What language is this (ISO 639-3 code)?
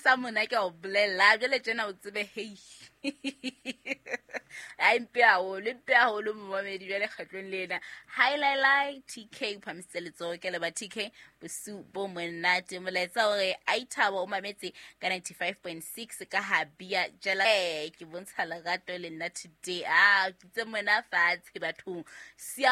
sot